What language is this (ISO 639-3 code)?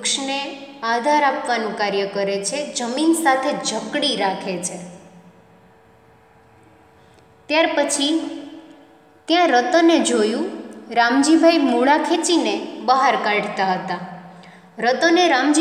guj